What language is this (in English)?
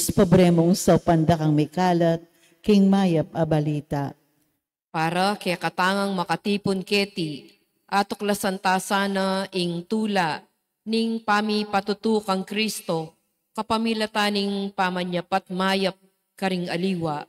Pampanga